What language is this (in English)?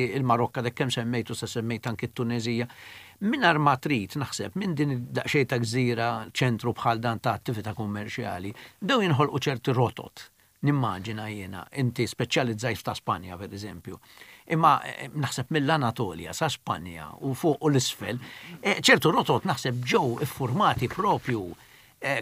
Maltese